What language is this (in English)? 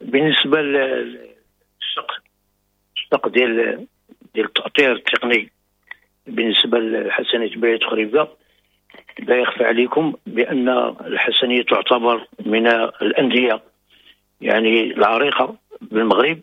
Moroccan Arabic